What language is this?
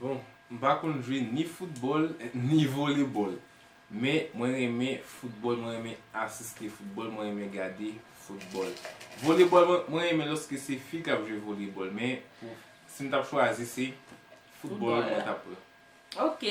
Haitian Creole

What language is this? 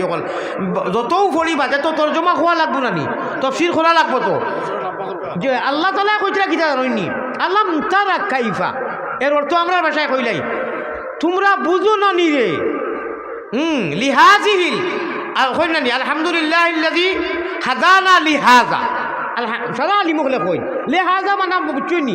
Sylheti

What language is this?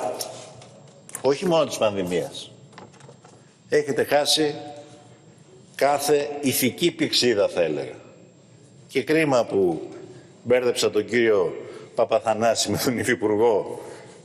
Greek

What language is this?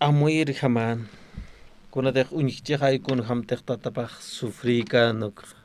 Aymara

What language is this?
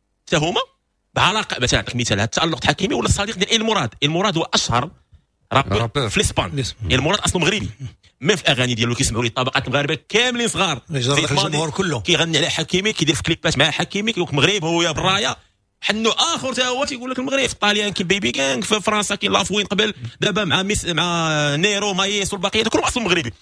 Moroccan Arabic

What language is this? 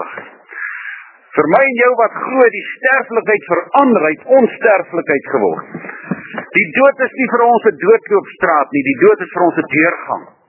Afrikaans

